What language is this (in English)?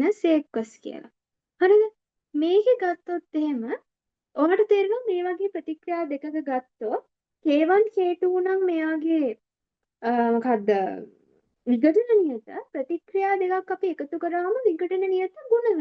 Sinhala